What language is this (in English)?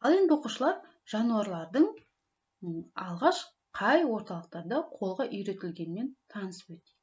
Kazakh